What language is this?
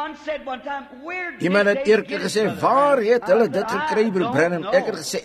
Afrikaans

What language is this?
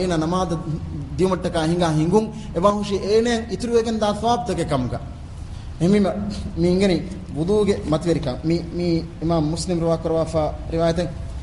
Divehi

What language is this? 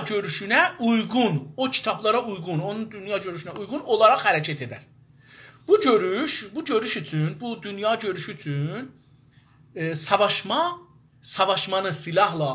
South Azerbaijani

